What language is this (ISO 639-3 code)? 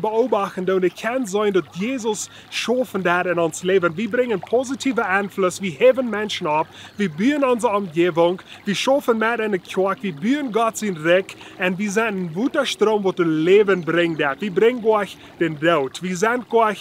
pdt